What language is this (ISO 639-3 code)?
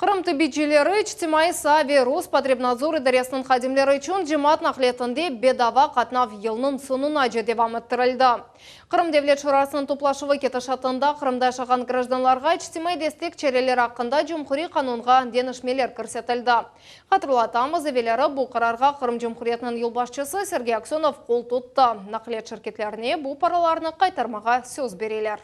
crh